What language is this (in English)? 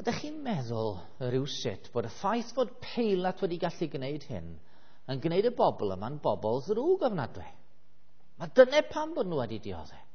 Welsh